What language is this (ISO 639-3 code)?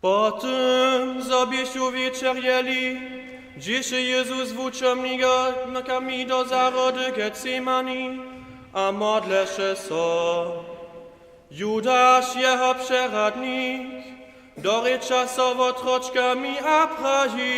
hsb